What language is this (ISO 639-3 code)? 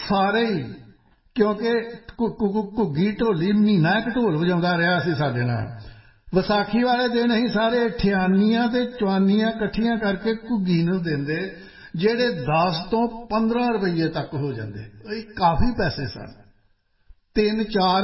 pan